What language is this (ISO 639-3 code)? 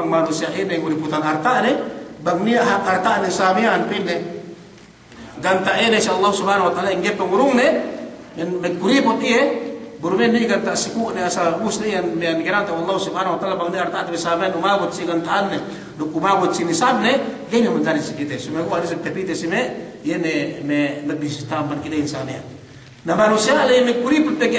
yka